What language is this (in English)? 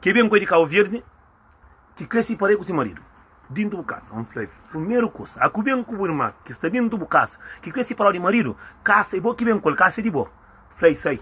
Kabuverdianu